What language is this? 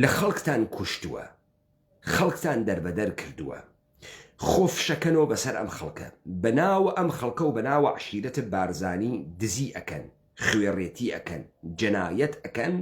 Central Kurdish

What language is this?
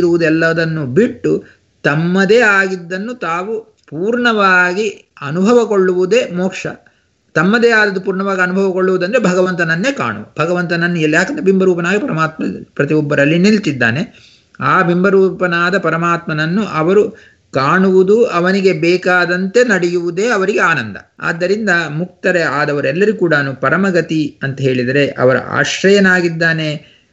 Kannada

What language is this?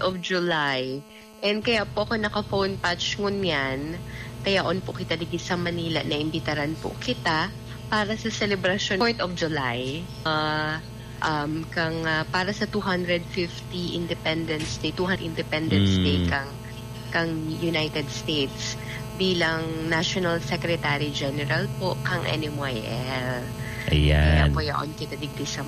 Bikol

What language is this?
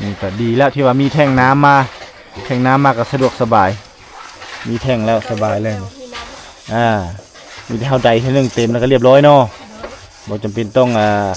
Lao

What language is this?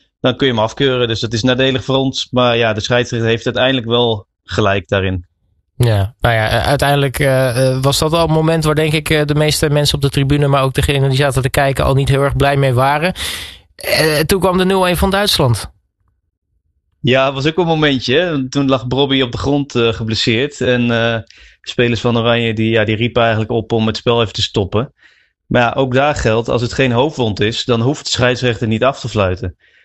Dutch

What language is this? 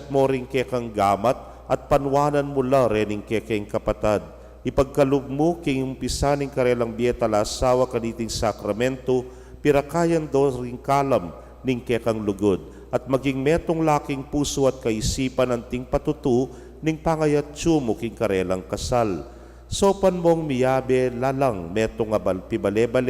Pampanga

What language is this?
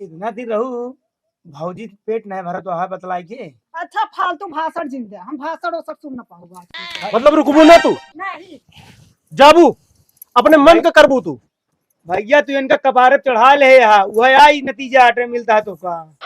Awadhi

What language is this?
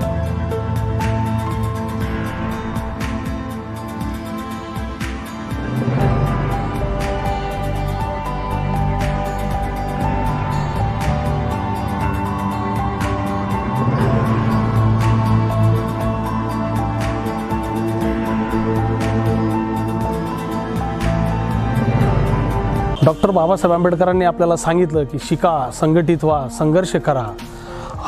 Marathi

